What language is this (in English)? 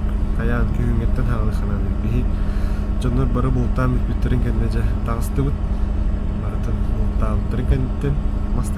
Yakut